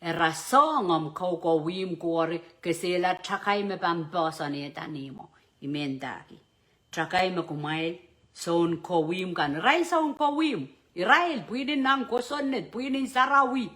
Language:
Pohnpeian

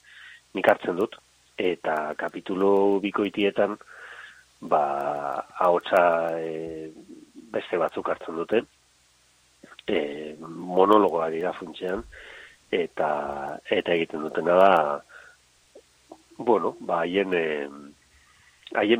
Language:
Basque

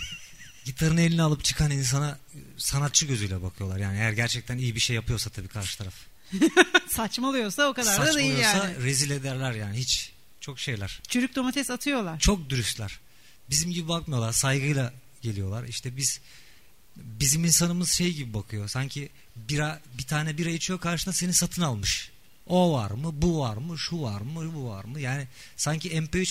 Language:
Turkish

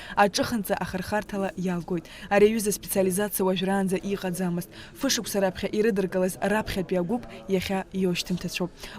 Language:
Abkhazian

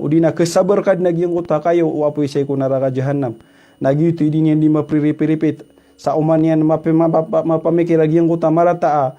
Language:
Maranao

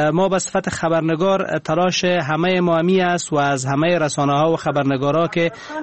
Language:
Persian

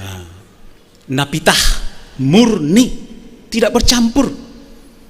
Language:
Batak Simalungun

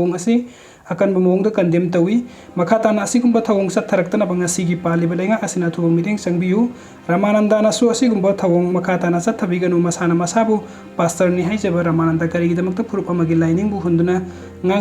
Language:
Manipuri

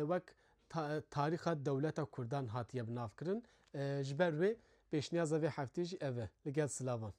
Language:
Kurdish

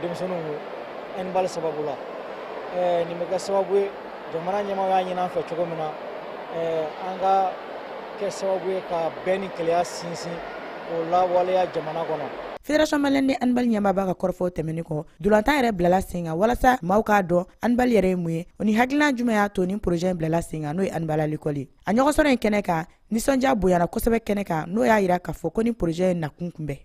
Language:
Bambara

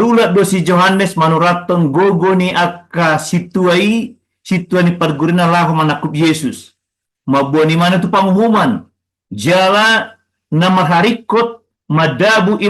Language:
Batak Toba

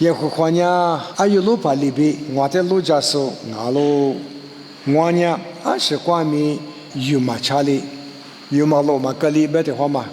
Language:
Lisu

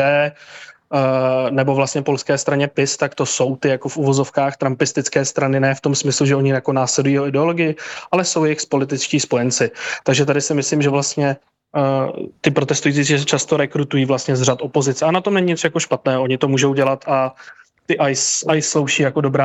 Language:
Czech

